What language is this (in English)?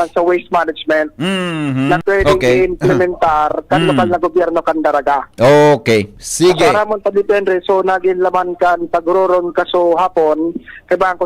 Bikol